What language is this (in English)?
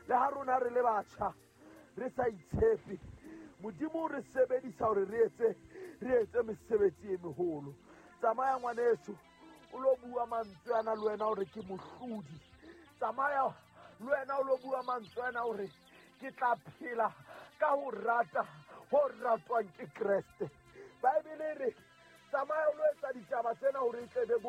Southern Sotho